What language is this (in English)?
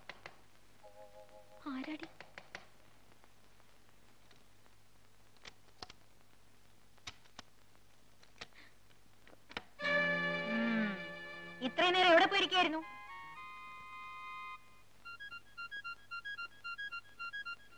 Malayalam